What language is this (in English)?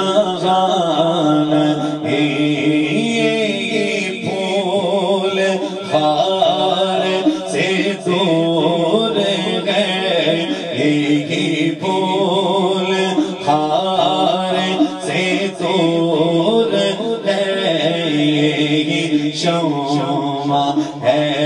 Urdu